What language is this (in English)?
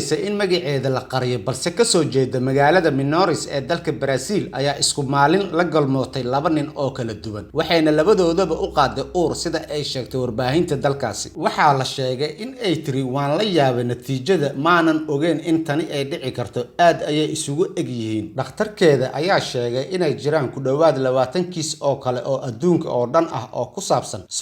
Somali